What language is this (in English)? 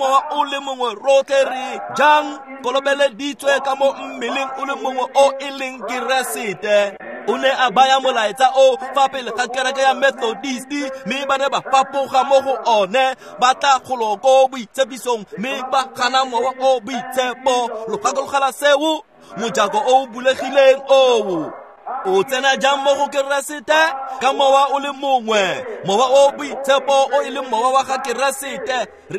Tswana